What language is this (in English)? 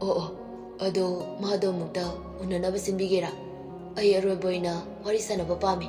Manipuri